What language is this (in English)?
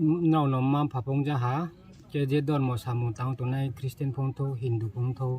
Riang (India)